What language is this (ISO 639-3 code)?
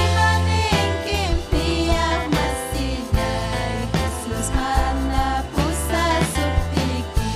quy